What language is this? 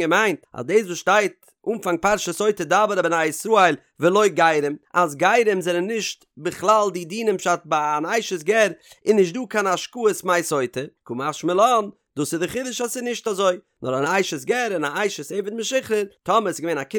Yiddish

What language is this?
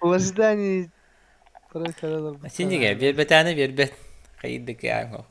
Yakut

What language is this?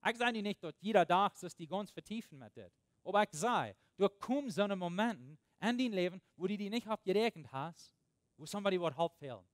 Plautdietsch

